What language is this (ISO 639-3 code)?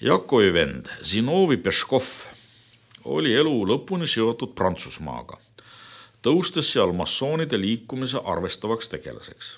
est